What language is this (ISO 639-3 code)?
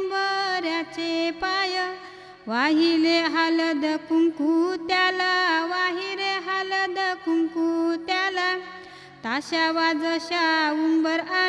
mar